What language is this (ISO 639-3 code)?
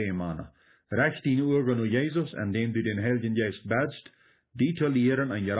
pdt